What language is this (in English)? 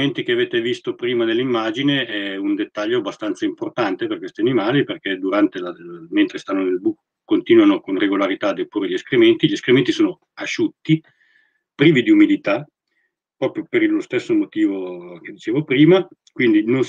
Italian